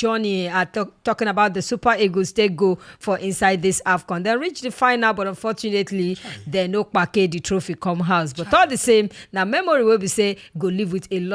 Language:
Nigerian Pidgin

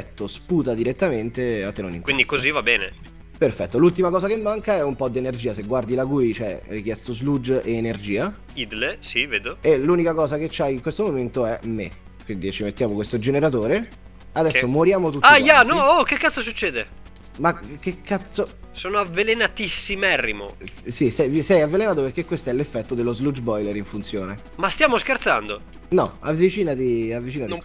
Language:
Italian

